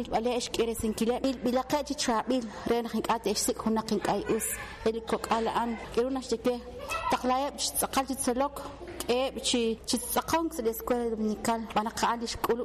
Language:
Kekchí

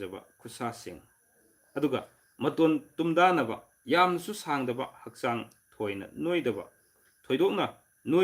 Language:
Manipuri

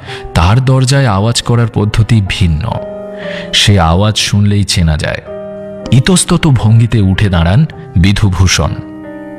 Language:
Bangla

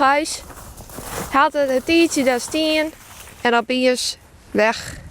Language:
Western Frisian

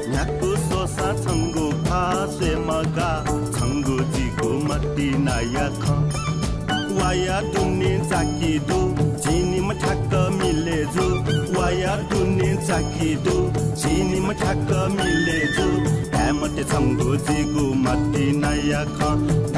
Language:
Newari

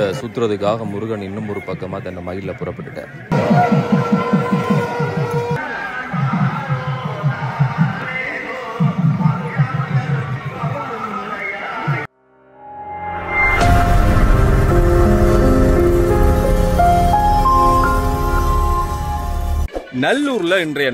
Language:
Tamil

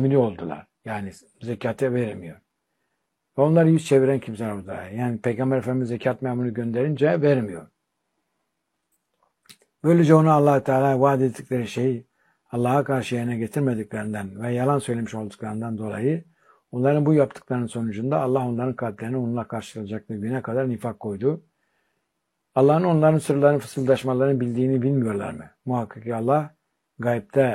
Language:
Turkish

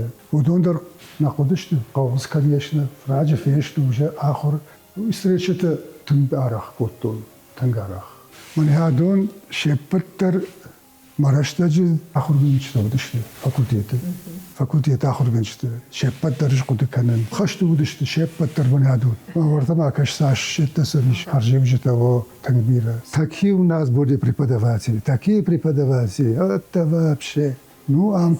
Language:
Ossetic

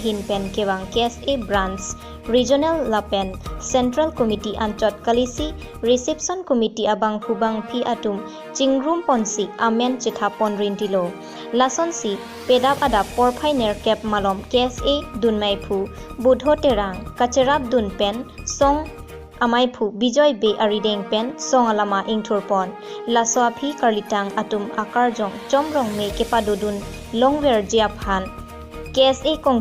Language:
Karbi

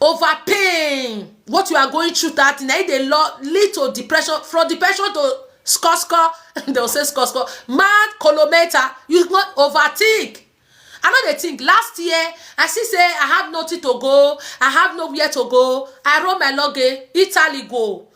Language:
Nigerian Pidgin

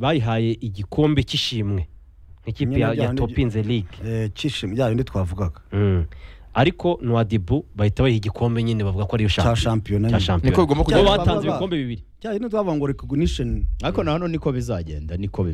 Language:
Kinyarwanda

